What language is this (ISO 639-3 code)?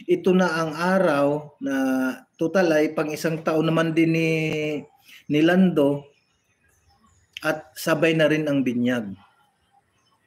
fil